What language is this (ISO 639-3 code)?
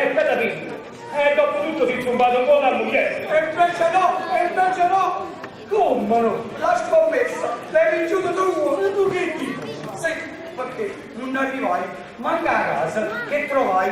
nap